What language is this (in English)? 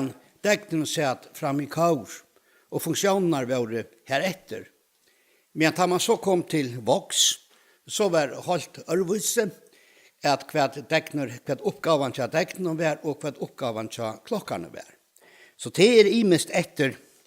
Faroese